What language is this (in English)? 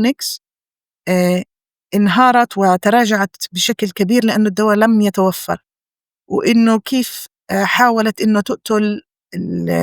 North Levantine Arabic